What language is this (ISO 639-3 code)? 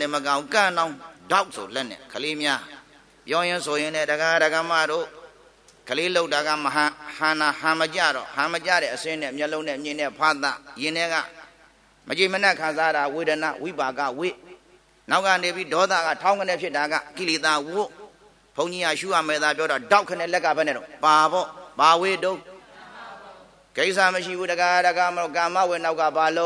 mya